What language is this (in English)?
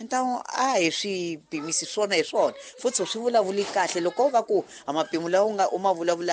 Tsonga